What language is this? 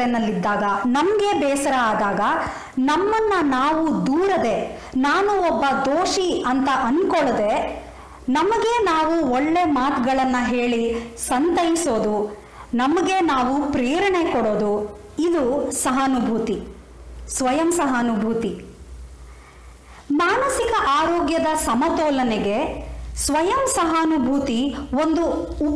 Kannada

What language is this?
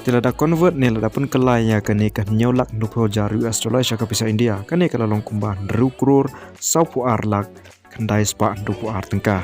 Khasi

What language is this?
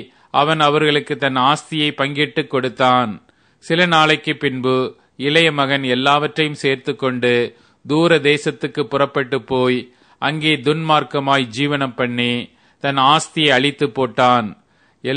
Tamil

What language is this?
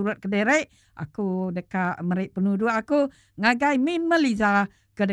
Iban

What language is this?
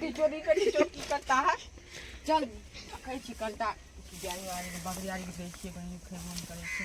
Maithili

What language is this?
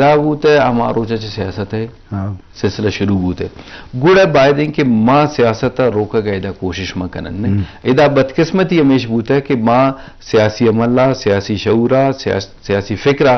Eastern Balochi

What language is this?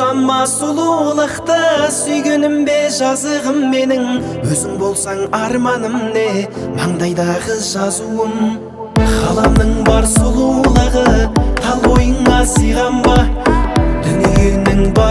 Kazakh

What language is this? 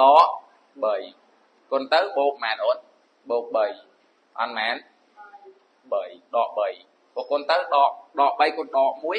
Khmer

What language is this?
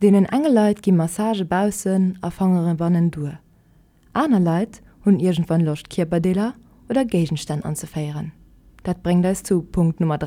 Luxembourgish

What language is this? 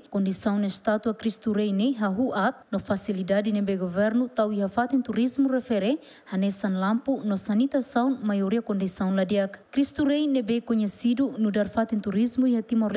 Tetum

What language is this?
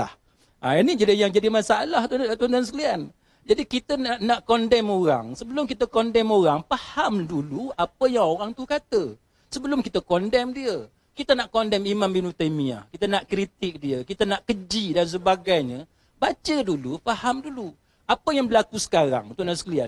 Malay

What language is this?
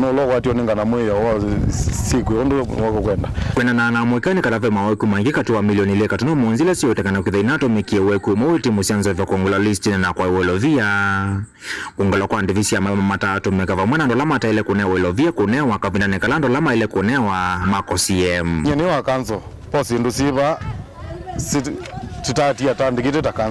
Kamba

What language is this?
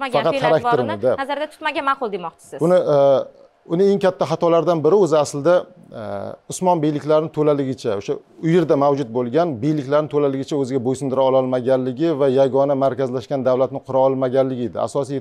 Uzbek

